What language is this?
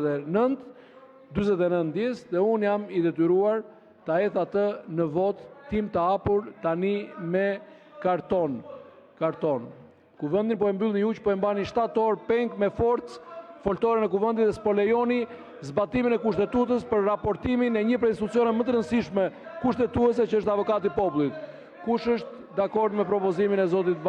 Albanian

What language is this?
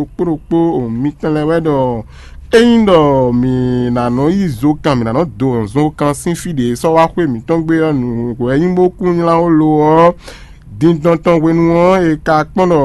Fon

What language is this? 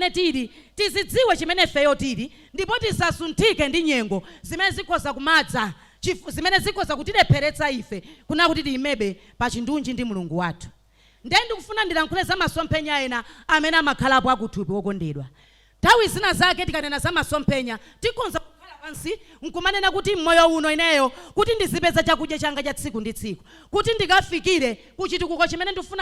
Nyanja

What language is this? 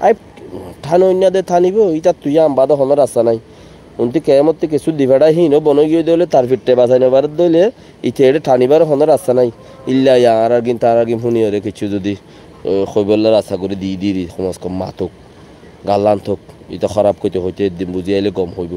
Rohingya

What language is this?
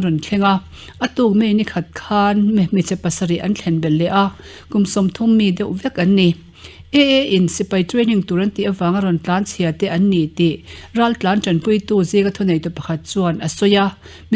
Mizo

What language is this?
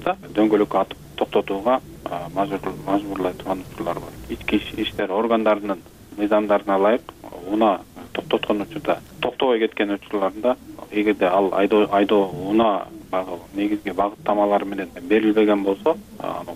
Kyrgyz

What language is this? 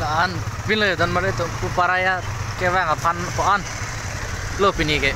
Karbi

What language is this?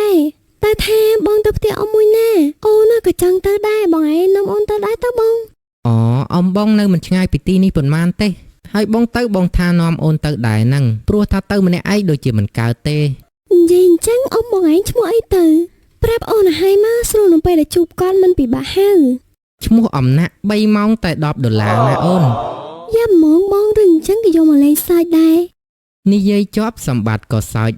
Khmer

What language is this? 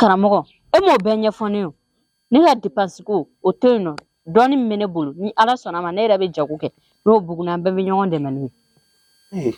Bambara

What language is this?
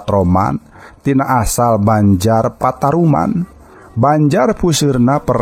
Sundanese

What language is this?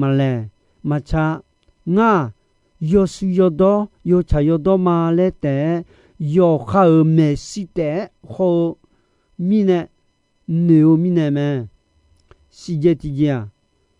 Akha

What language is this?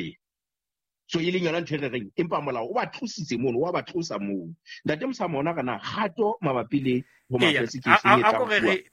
Southern Sotho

